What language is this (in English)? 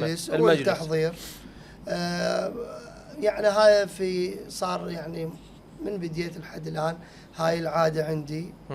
Mesopotamian Arabic